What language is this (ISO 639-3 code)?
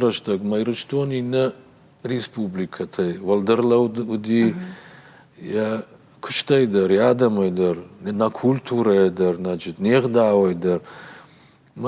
oss